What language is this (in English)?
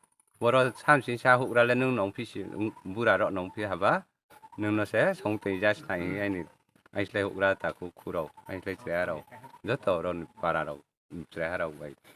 Riang (India)